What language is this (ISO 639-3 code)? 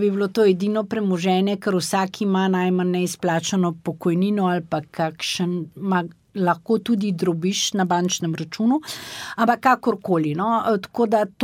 slv